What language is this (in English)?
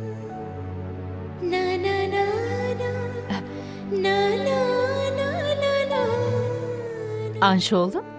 Turkish